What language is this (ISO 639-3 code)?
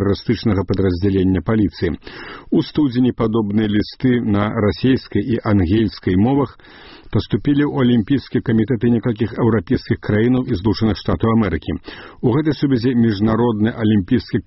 bel